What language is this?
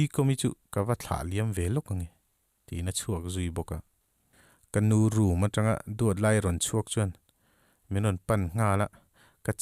Mizo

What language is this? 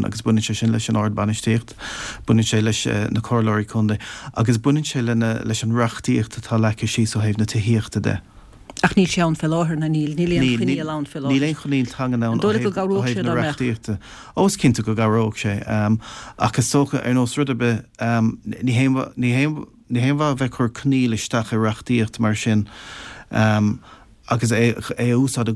Irish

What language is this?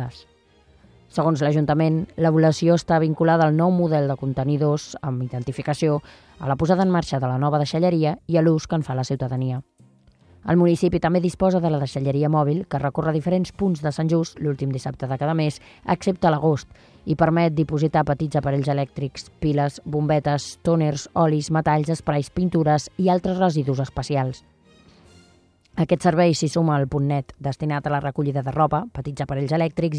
Catalan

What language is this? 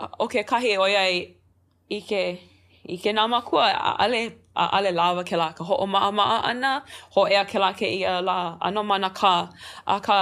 Hawaiian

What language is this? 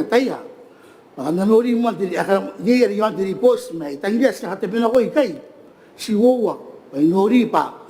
Gilbertese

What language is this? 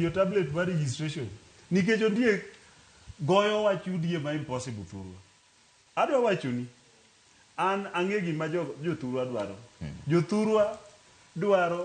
Luo (Kenya and Tanzania)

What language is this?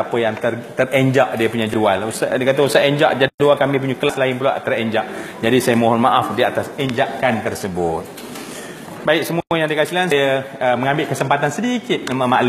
Malay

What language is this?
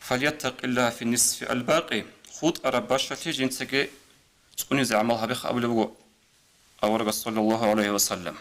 Avaric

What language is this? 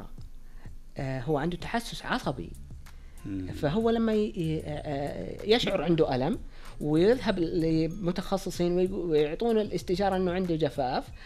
Najdi Arabic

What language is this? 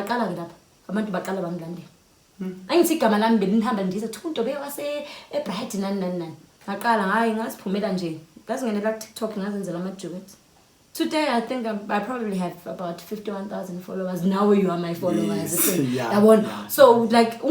Zulu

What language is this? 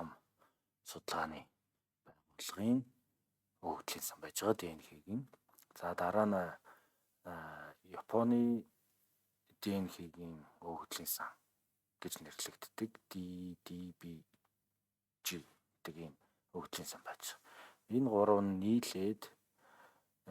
Mongolian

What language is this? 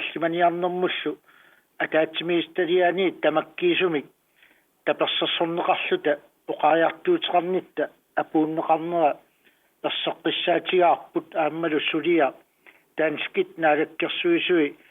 Kalaallisut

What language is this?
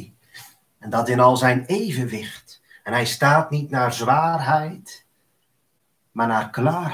Dutch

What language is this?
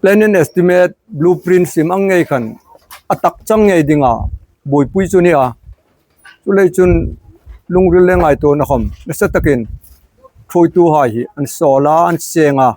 Hmar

